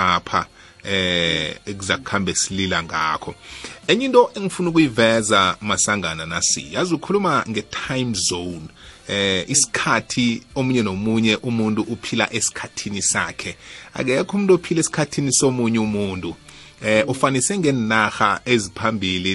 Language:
South Ndebele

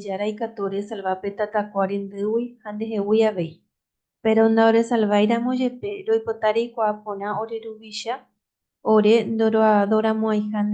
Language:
Guarani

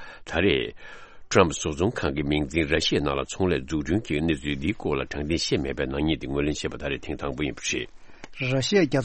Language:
Tibetan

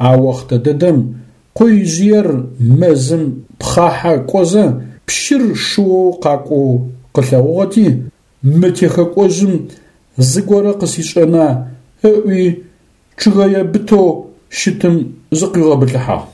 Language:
Adyghe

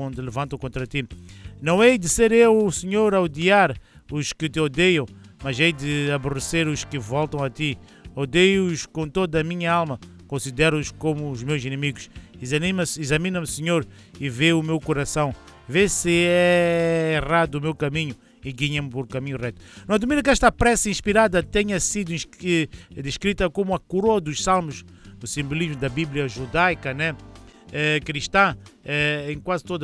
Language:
Portuguese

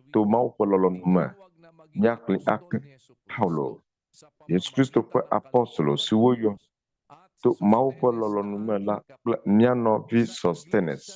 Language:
Ewe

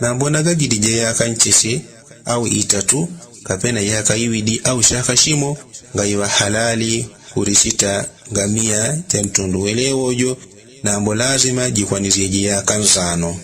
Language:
Yao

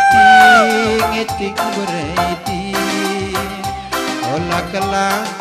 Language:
Batak Karo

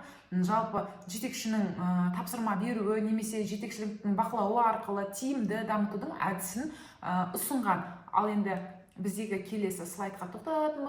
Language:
Kazakh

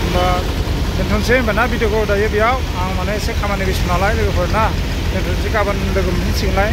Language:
Bodo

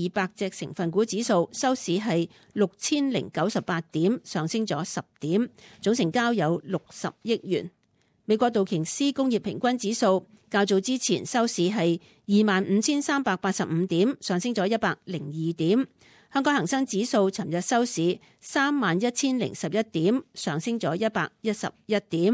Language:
Cantonese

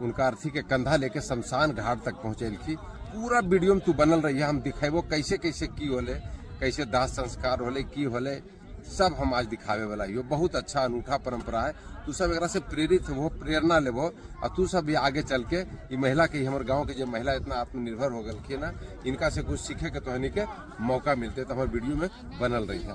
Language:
Magahi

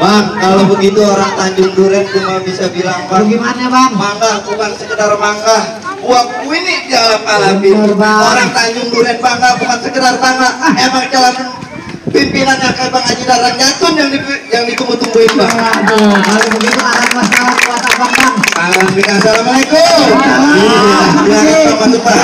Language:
Betawi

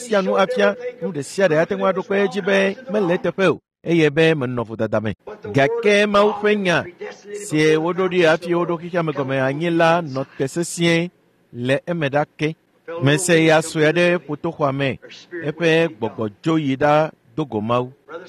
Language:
Ewe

